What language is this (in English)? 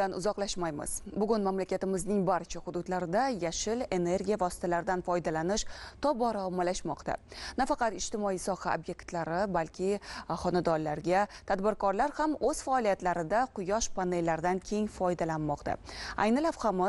Uzbek